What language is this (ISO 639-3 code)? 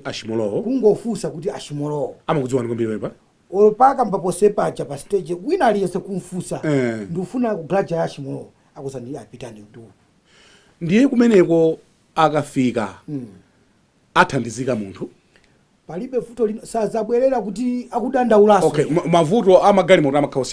nya